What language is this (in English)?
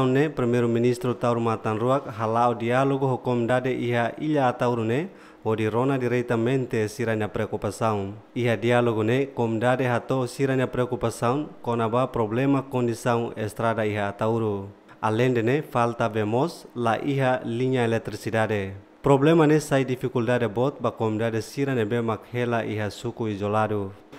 Tetum